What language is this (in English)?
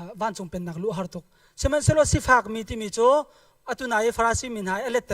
Hakha Chin